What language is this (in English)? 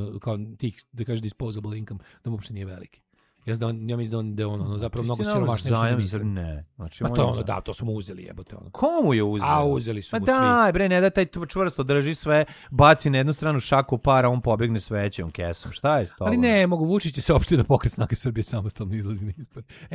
Serbian